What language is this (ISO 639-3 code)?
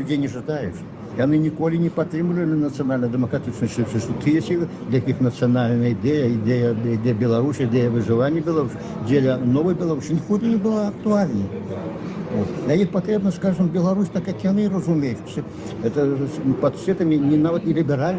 bel